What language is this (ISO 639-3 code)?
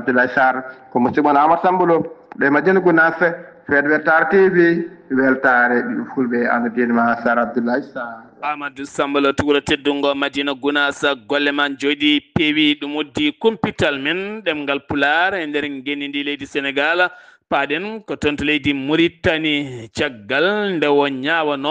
ful